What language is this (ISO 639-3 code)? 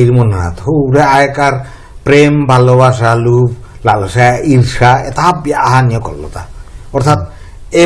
bpy